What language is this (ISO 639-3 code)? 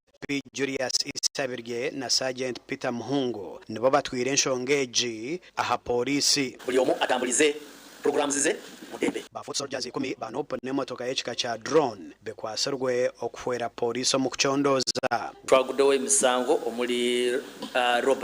nyn